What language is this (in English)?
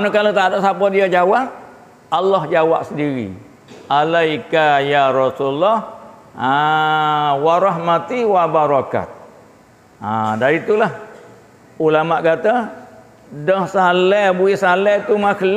Malay